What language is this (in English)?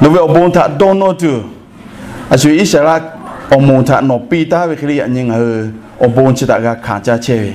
Lahu